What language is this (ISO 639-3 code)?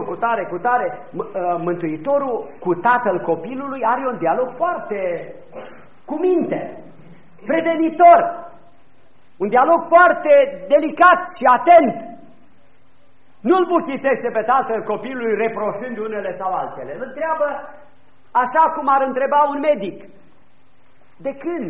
ron